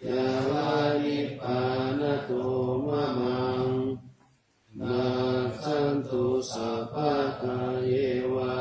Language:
Pali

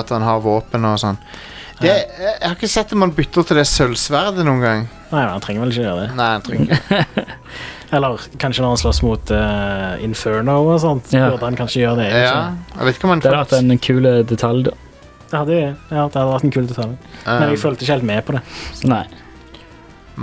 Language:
Norwegian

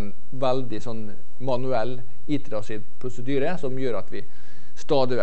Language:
Norwegian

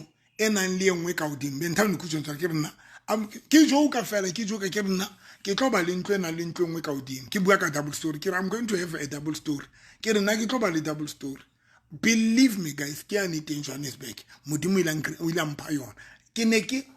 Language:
Southern Sotho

